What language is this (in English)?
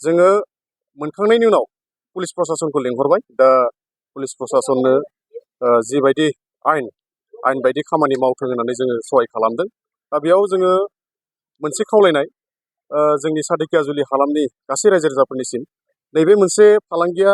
Bodo